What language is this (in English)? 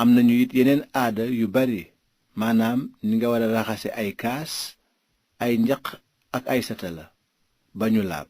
Wolof